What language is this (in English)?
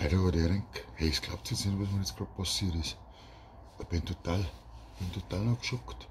Bavarian